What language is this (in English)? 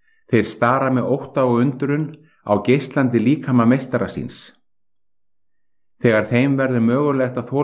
Icelandic